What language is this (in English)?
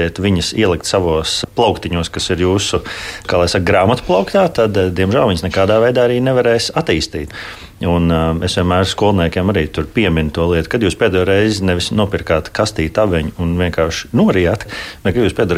Latvian